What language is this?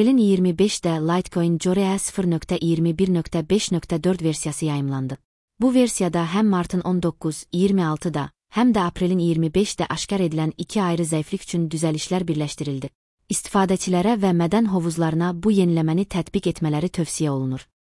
Azerbaijani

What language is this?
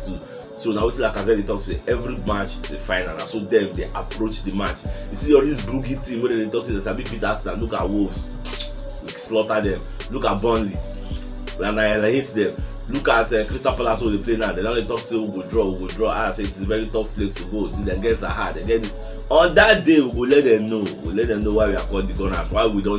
Nigerian Pidgin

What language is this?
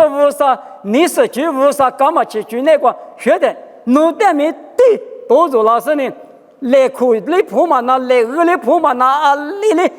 Lisu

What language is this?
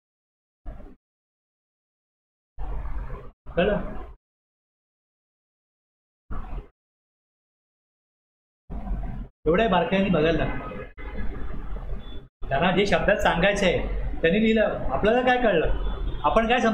Marathi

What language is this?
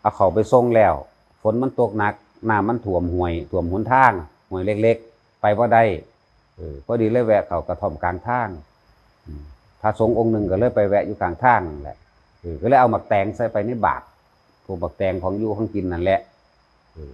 Northeastern Thai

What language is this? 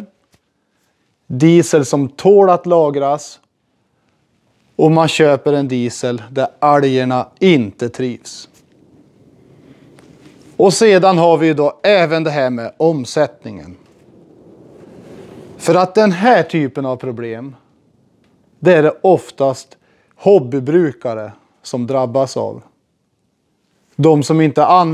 Swedish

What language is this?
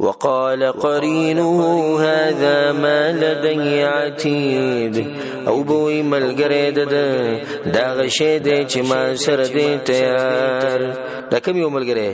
Pashto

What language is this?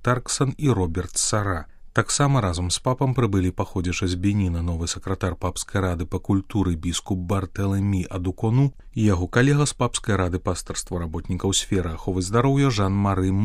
Belarusian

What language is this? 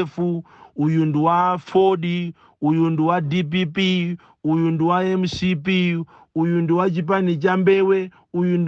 Nyanja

